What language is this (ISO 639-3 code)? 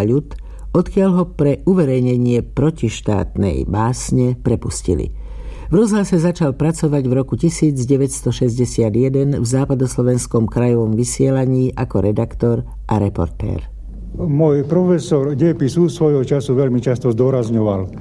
slk